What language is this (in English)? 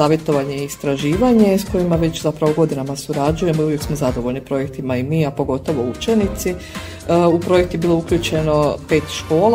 Croatian